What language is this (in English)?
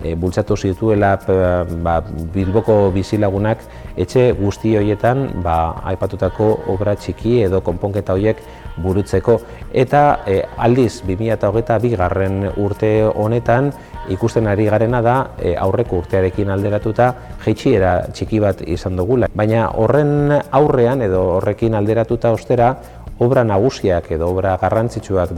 Basque